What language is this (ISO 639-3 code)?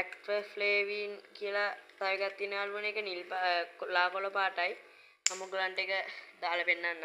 sin